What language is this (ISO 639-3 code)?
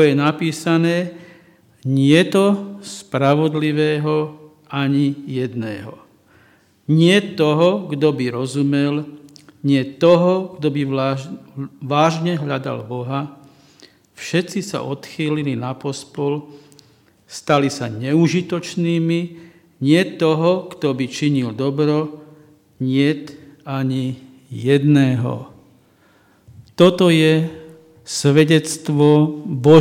slk